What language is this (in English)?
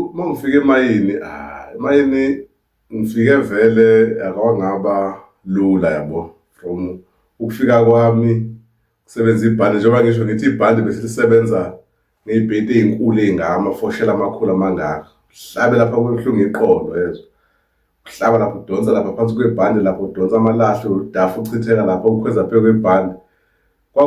Zulu